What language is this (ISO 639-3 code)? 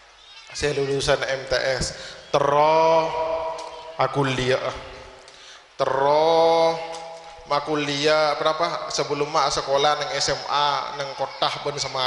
mad